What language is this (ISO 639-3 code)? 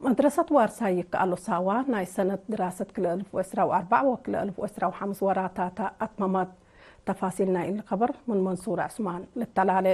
tig